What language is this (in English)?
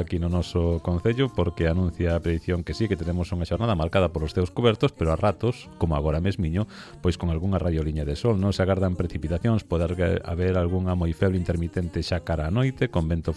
Galician